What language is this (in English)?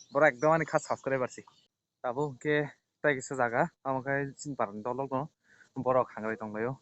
Kok Borok